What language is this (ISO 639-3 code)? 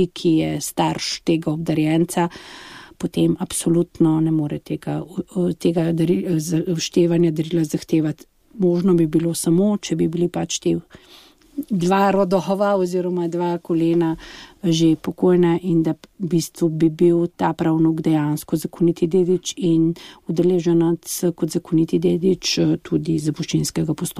slv